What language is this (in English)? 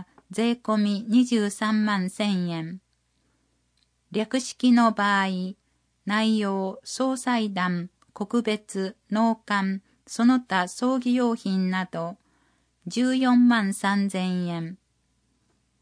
Japanese